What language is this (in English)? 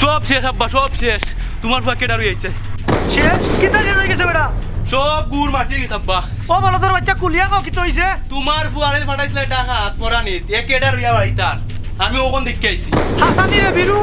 Sylheti